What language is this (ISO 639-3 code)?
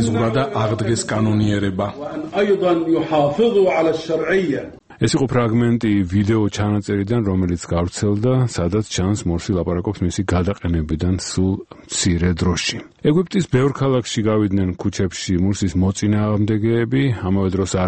kat